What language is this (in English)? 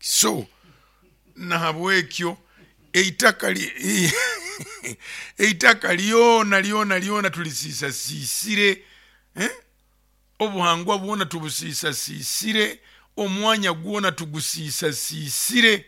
Nyoro